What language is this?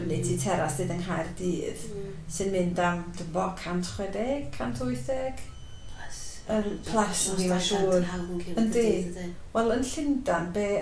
Welsh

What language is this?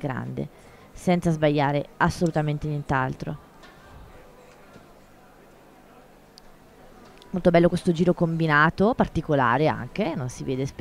Italian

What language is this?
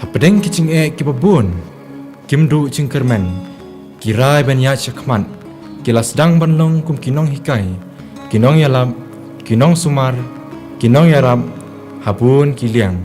Khasi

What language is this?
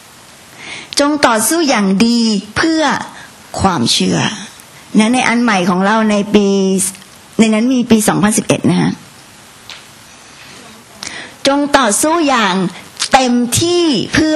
Thai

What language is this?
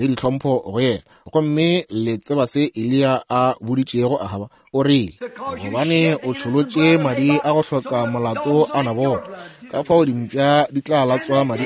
Northern Sotho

